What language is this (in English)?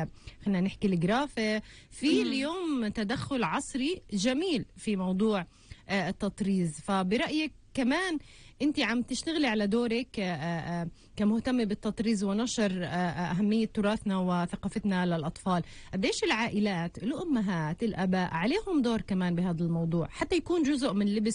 North Levantine Arabic